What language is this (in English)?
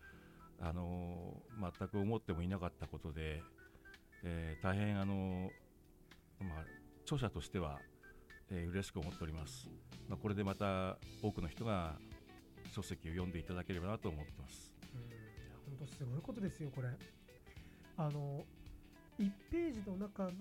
Japanese